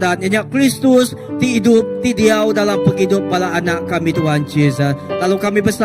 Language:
Iban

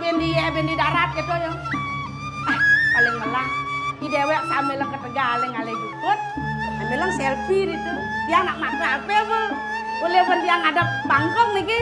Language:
Balinese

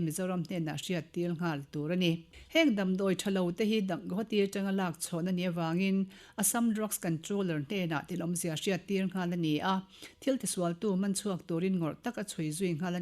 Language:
Mizo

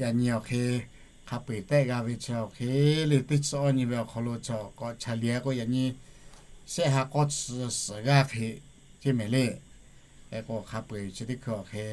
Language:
Lahu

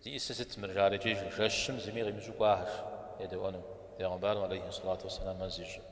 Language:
Kabardian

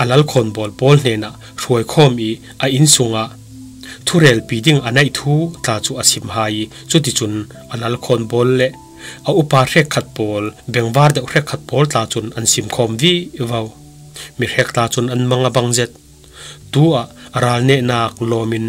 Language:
Falam Chin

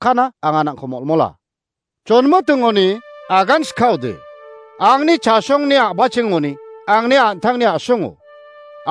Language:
Garo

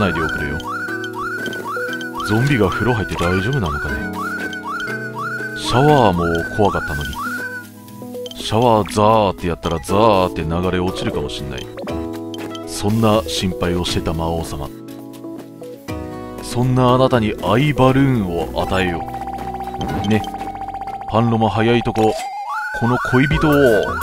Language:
Japanese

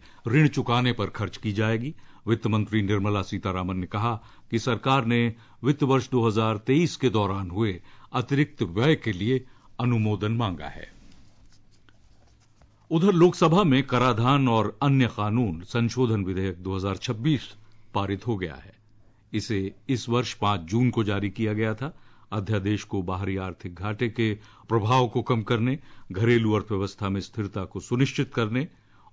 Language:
Hindi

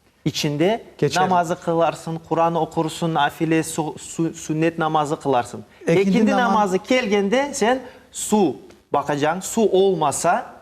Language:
Crimean Tatar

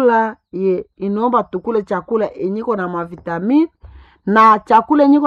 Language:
Swahili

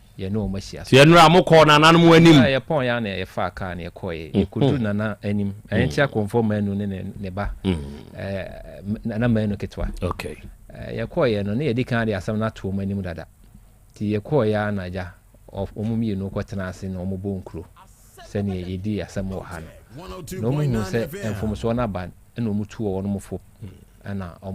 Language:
Akan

